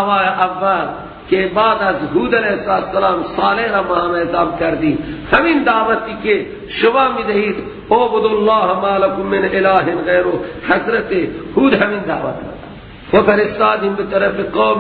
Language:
Persian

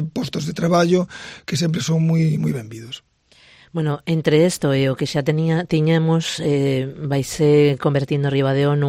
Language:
Galician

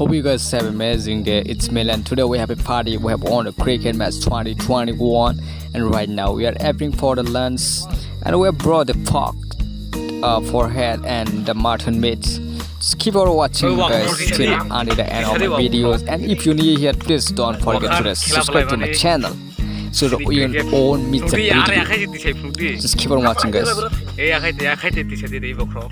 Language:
Kok Borok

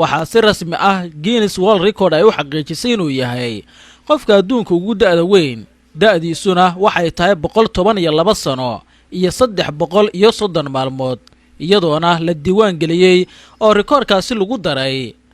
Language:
Somali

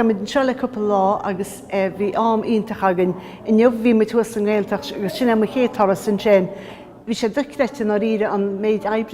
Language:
Irish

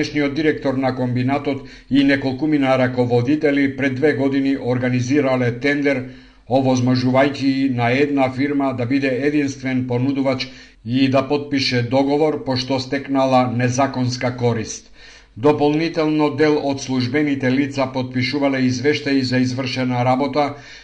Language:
Macedonian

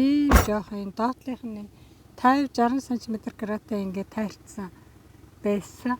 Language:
Mongolian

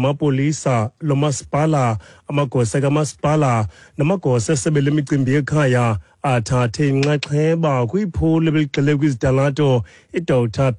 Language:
Xhosa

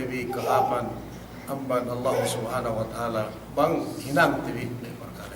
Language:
Yakan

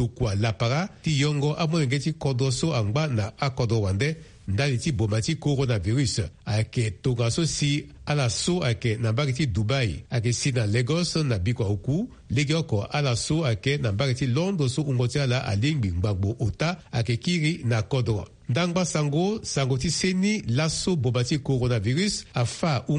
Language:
Sango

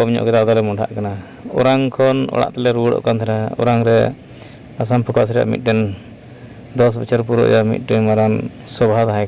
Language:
Santali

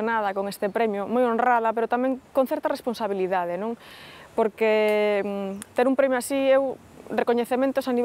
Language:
Galician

